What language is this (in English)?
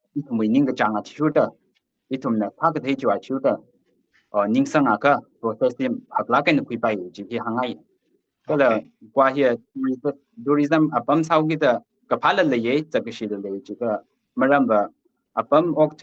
Tangkhul Naga (India)